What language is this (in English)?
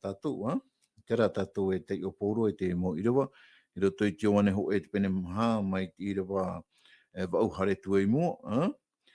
Tahitian